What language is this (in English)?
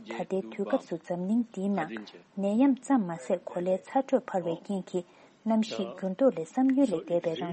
Tibetan